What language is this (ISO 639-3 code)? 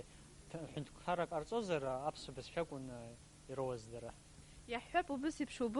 abk